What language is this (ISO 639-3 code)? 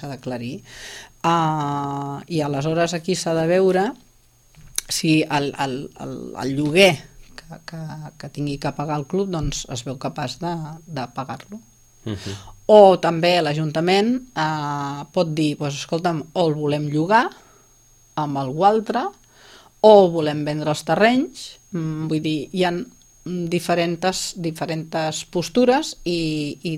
cat